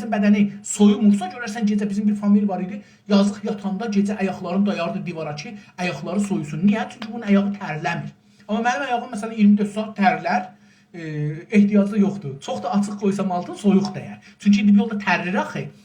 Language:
South Azerbaijani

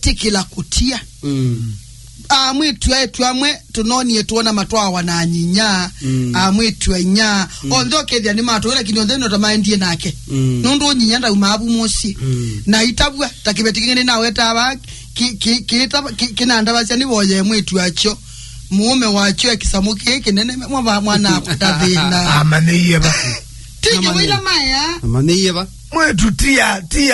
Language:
Kamba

